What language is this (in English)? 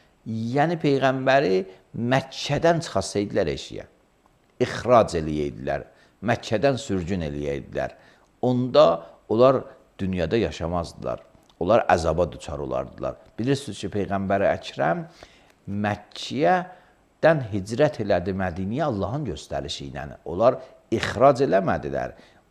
Azerbaijani